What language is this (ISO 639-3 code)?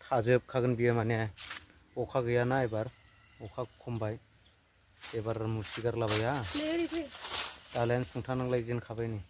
brx